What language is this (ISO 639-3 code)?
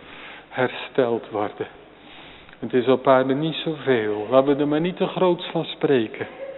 nld